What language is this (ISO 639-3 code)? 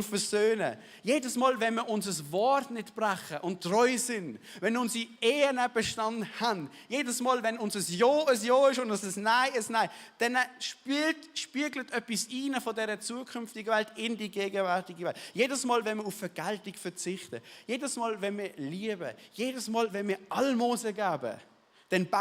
gsw